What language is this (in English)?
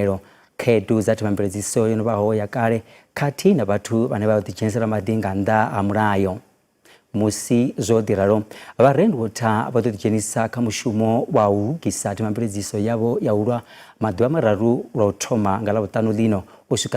Venda